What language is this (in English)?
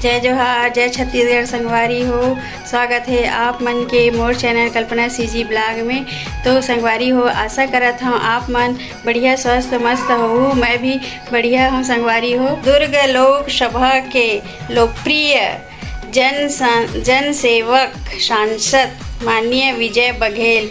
Chhattisgarhi